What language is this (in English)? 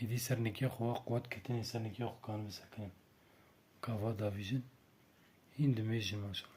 Kurdish